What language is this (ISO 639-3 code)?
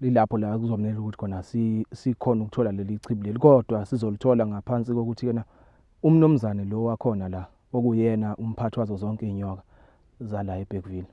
zul